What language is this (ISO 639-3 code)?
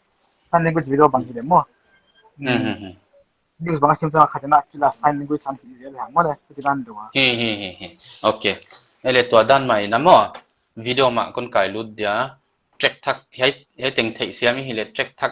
pck